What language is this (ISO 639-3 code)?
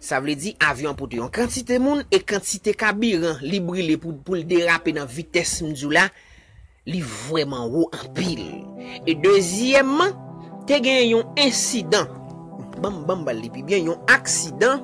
hat